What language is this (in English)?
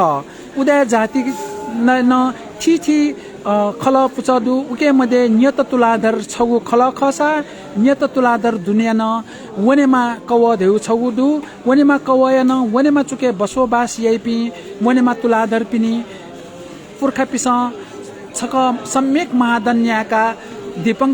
Newari